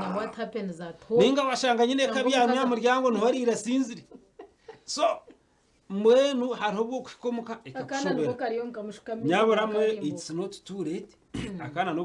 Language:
Nyankole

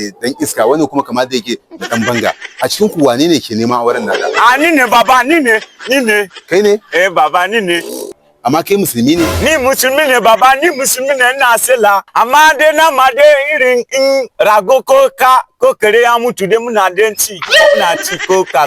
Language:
Hausa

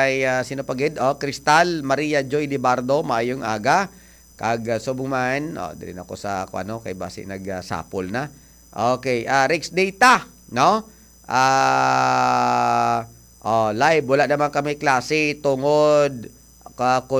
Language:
Hiligaynon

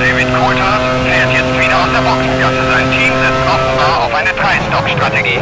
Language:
Bavarian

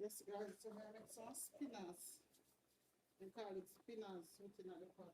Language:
Jamaican Creole English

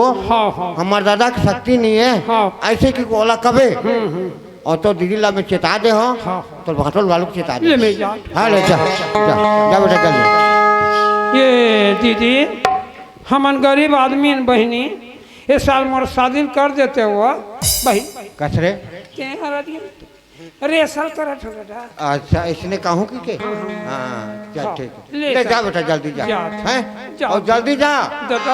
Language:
Chhattisgarhi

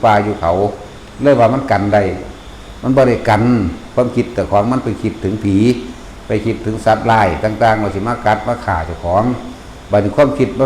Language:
Northeastern Thai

